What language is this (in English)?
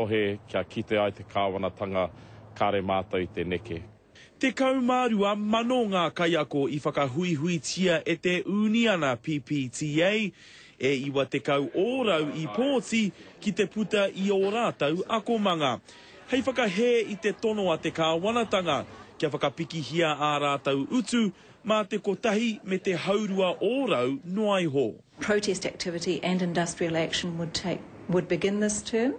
Māori